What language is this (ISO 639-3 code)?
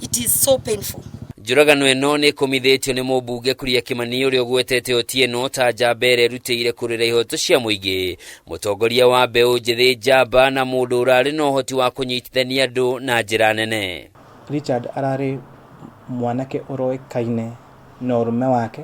kik